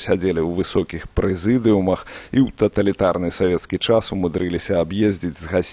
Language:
Belarusian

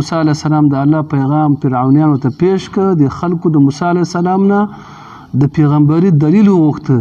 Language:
Pashto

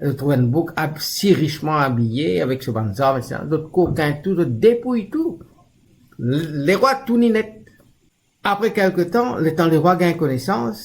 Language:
Morisyen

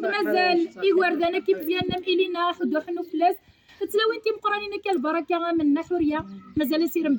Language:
Kabyle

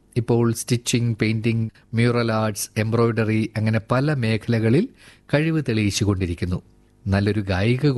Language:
Malayalam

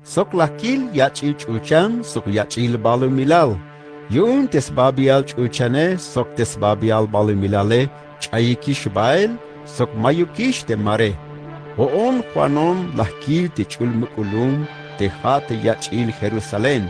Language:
Tzeltal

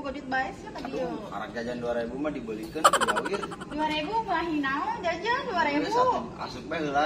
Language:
Sundanese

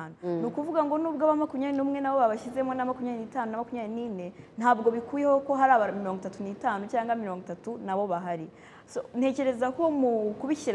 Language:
Kinyarwanda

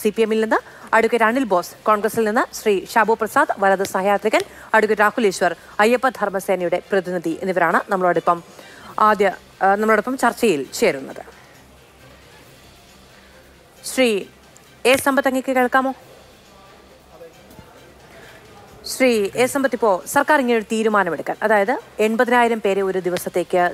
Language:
Malayalam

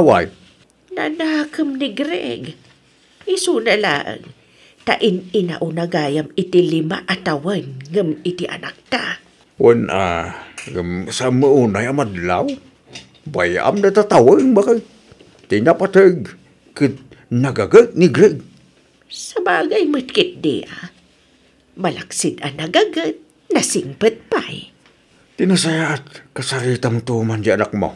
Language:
Iloko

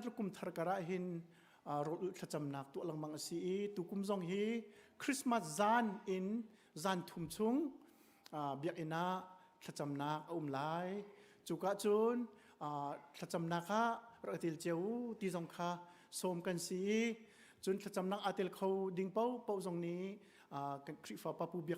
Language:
Hakha Chin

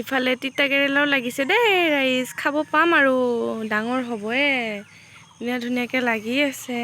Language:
Assamese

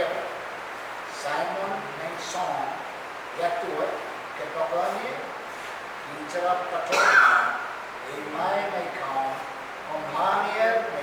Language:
Pohnpeian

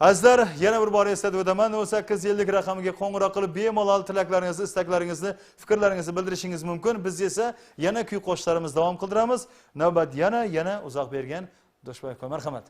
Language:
Kara-Kalpak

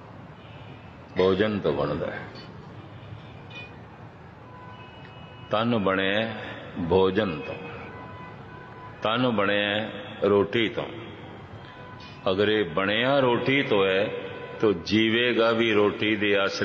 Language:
Punjabi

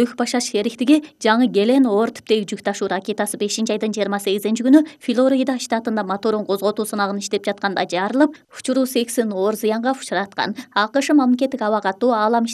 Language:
Kyrgyz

